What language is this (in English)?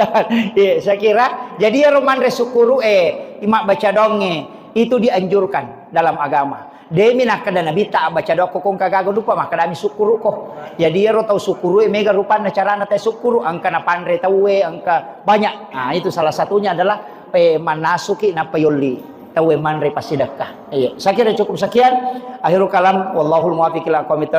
Buginese